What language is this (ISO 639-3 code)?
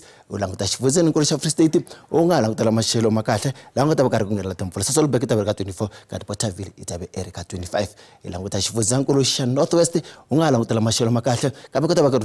tso